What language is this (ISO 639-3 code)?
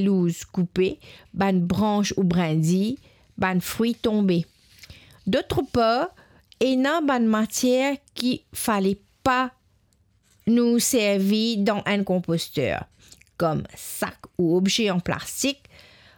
mfe